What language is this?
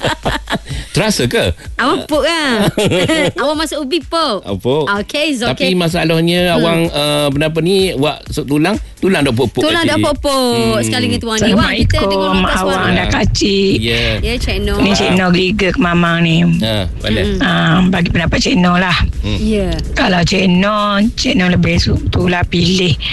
Malay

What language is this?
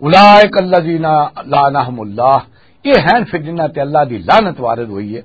Western Panjabi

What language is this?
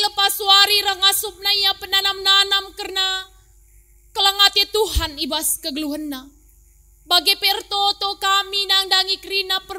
Batak Karo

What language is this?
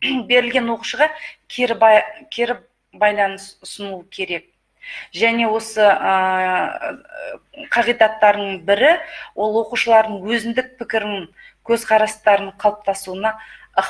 Kazakh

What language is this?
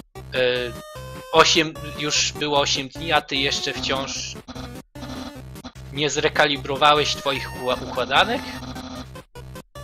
Polish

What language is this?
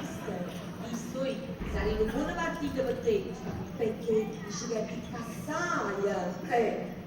Neapolitan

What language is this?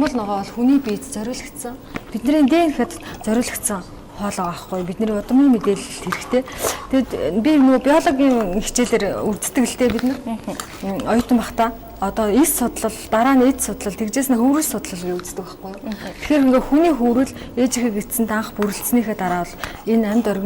Mongolian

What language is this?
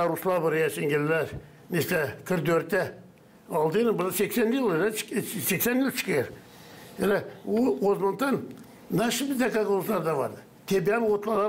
Gagauz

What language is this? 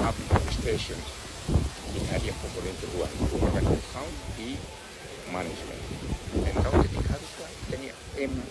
Tetum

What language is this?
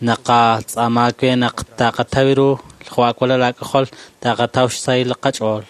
Kekchí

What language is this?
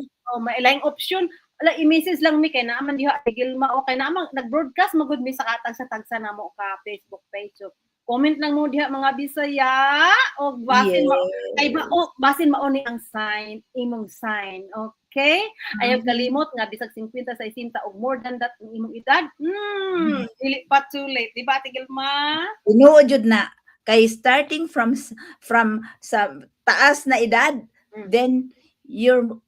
Cebuano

